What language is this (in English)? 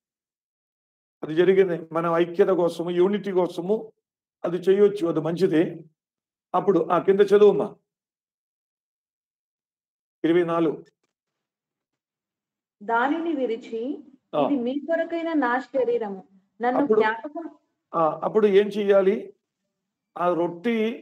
Telugu